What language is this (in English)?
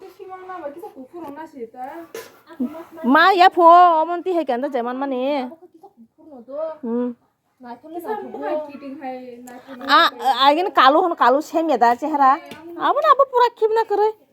Kok Borok